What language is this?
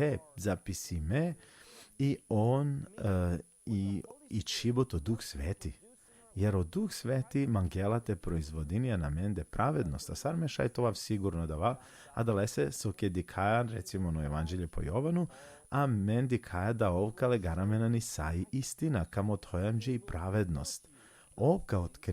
Balkan Romani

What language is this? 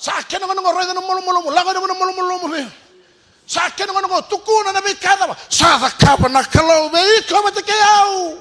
Fijian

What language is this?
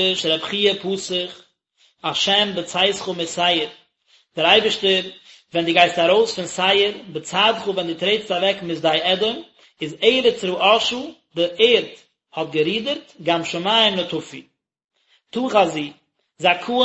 Yiddish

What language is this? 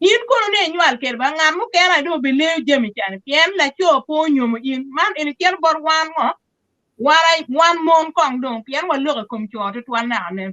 Acoli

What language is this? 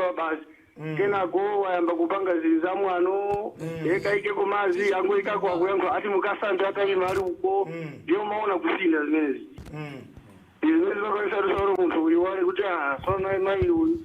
Nyanja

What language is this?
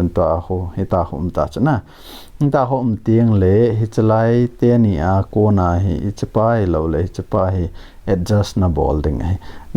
Thado Chin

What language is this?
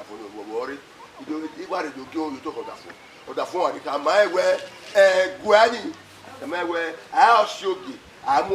Bini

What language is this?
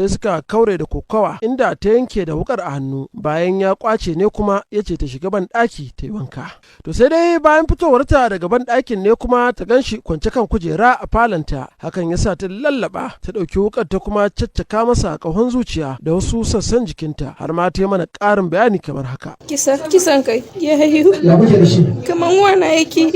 Hausa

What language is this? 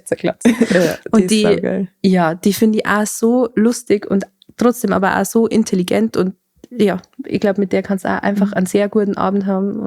Bavarian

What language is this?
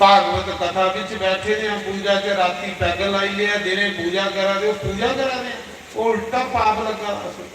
Dogri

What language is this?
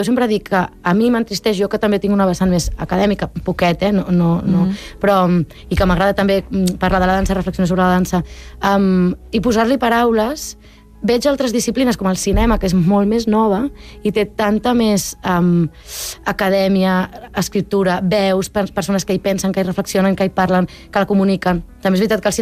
Catalan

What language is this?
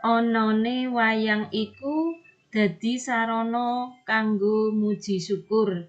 Javanese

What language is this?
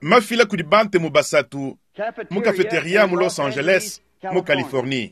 Luba-Lulua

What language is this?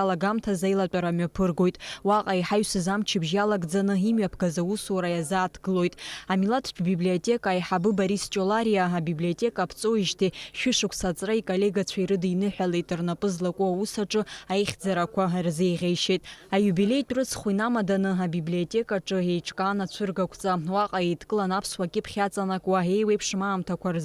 Abkhazian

